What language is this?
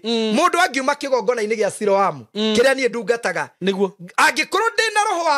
Kikuyu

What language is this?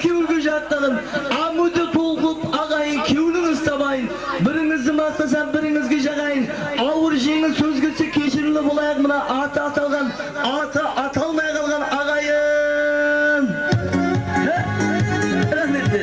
Kara-Kalpak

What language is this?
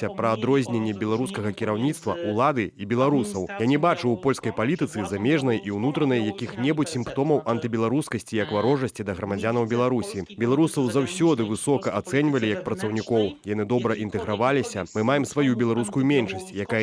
Belarusian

